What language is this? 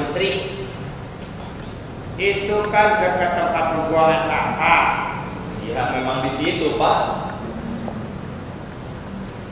Indonesian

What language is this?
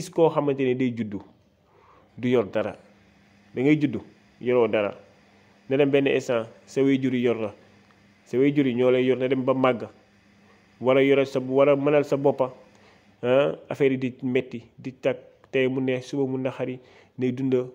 Wolof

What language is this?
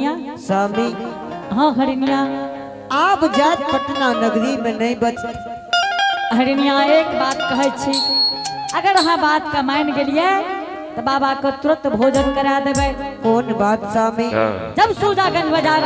Angika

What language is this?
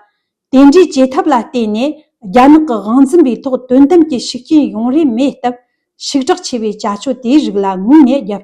Tibetan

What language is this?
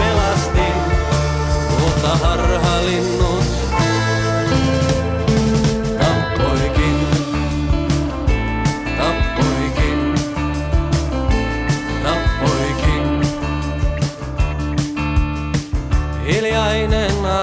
Finnish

